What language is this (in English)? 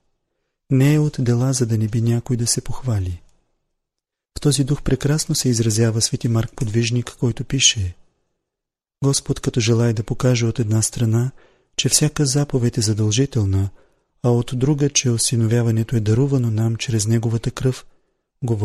Bulgarian